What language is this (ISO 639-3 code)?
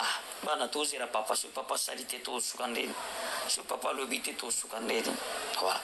lin